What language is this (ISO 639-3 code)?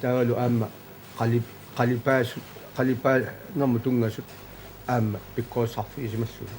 kal